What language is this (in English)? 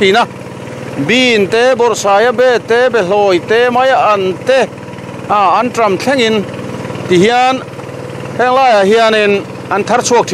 Mizo